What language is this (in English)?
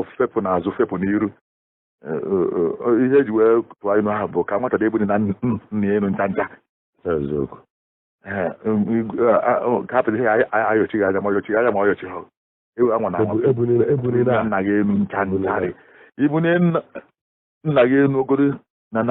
Igbo